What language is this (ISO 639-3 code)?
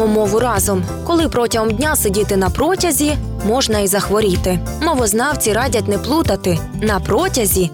ukr